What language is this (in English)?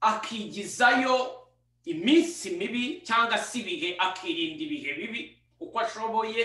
Kinyarwanda